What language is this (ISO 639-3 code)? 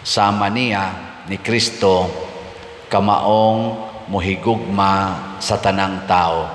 ceb